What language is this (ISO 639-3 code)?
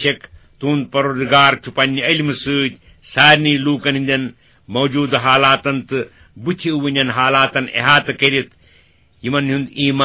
kas